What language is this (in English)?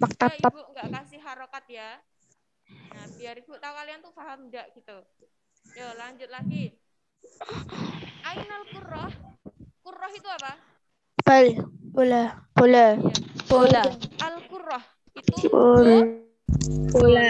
Indonesian